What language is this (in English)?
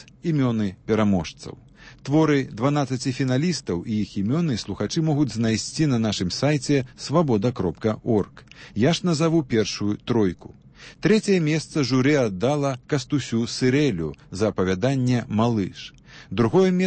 Belarusian